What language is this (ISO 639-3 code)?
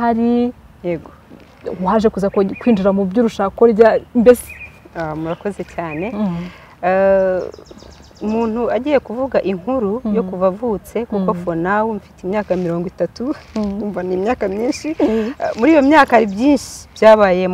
kin